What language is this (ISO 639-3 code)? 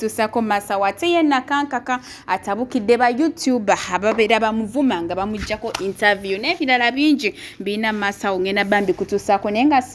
lug